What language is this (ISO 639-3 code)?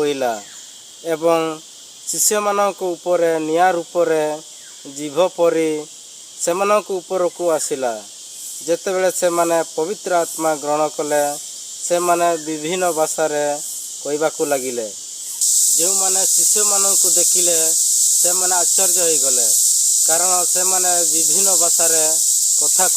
ori